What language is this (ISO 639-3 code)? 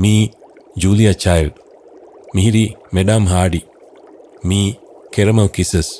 div